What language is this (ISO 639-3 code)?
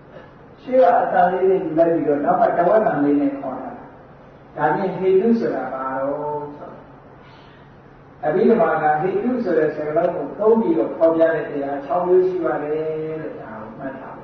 mya